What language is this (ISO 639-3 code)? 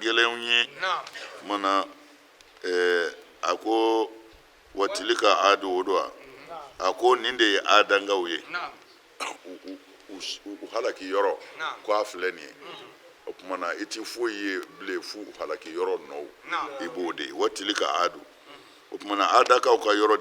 bam